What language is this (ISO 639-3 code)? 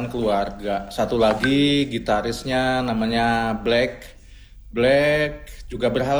ind